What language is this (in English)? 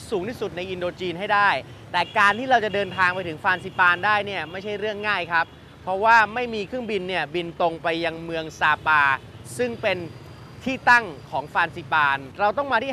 Thai